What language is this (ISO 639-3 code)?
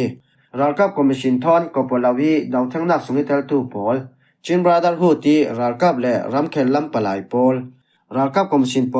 cfm